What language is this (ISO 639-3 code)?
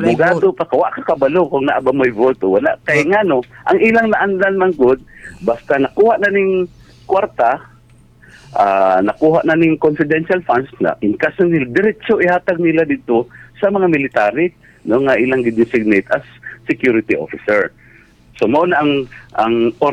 ceb